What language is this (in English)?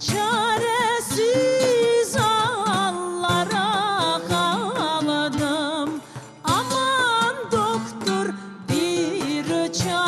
Crimean Tatar